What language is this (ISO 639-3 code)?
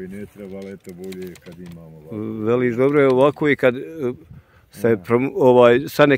bos